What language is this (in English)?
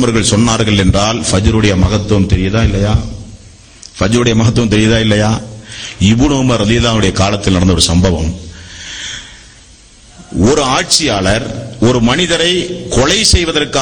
Tamil